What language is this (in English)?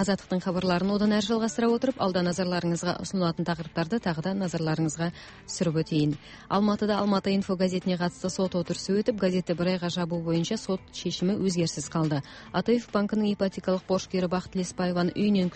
Kazakh